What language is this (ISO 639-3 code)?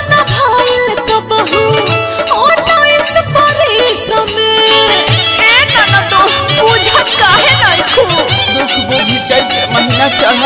bho